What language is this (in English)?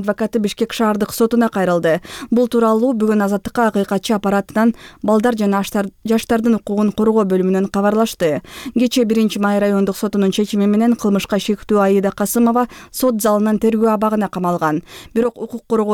Kyrgyz